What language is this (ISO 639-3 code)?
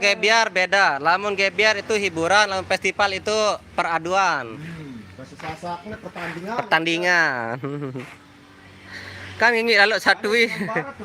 sas